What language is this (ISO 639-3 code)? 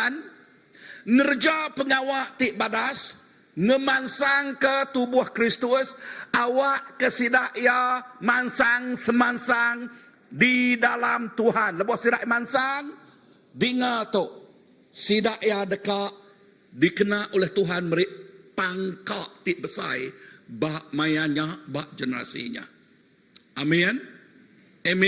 iba